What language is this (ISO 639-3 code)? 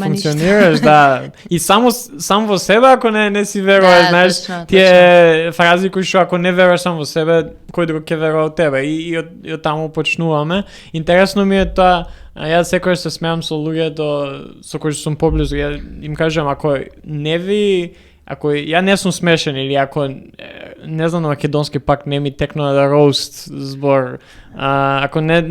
mkd